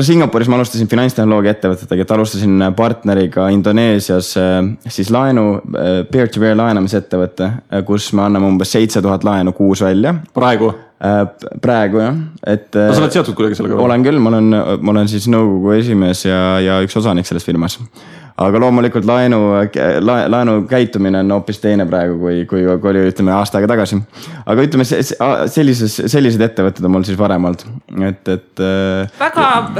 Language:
Estonian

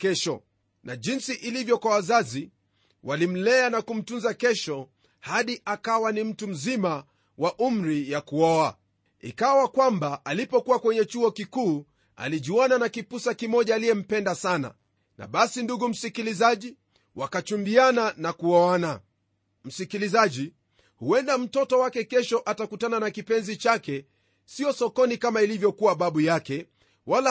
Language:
Swahili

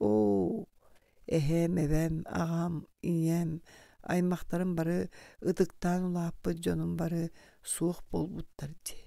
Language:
Yakut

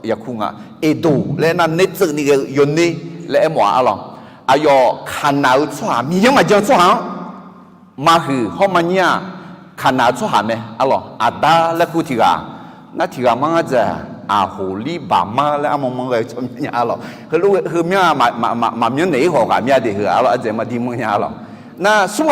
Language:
Akha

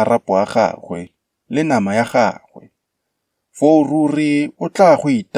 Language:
Tswana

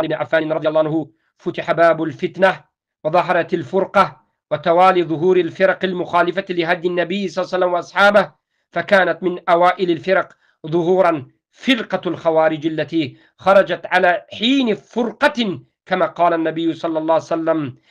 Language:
Tajik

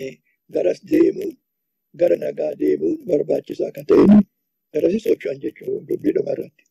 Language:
Oromo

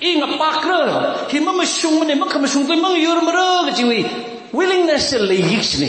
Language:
Tangkhul Naga (India)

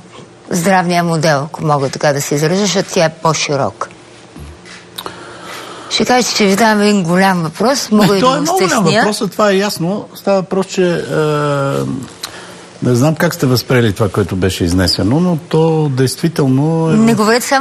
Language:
Bulgarian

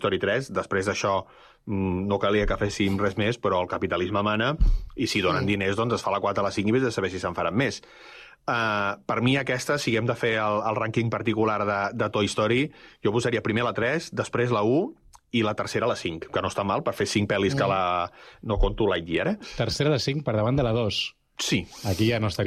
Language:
Catalan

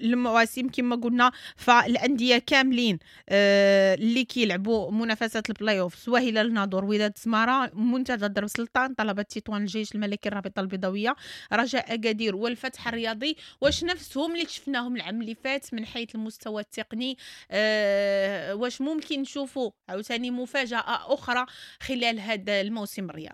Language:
Moroccan Arabic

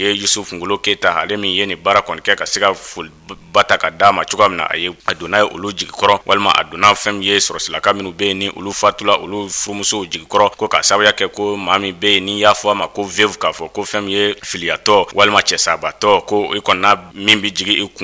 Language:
Bambara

